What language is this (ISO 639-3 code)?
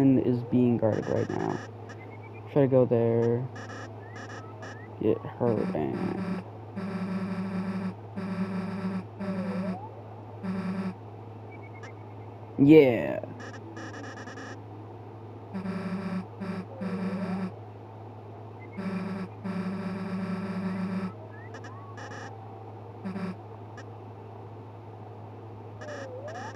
eng